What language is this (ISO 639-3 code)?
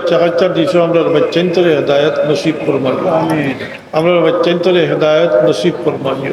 syl